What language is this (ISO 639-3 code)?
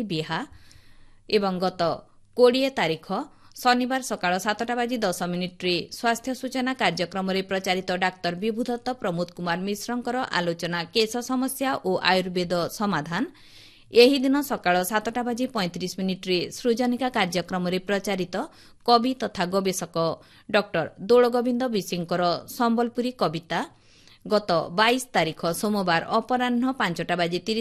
ori